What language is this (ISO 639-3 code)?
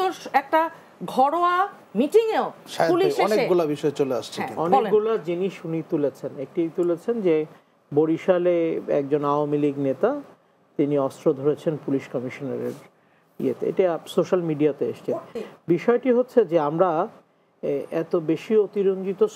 ben